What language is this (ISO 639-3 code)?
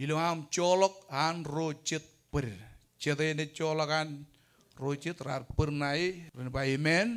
mah